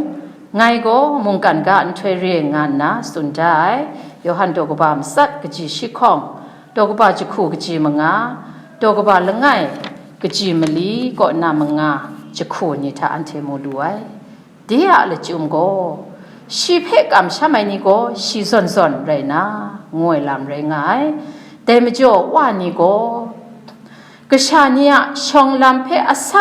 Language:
Kachin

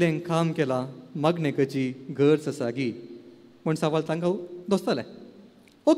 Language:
Konkani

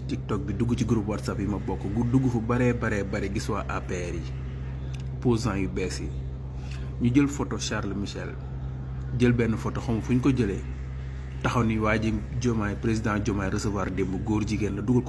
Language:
Wolof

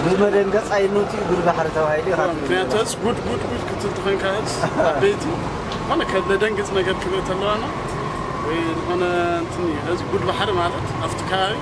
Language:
Tigrinya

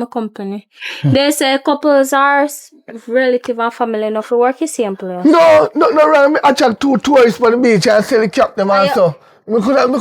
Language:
Jamaican Creole English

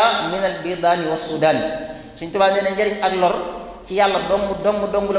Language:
Wolof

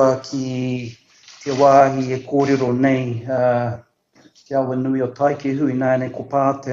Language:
Māori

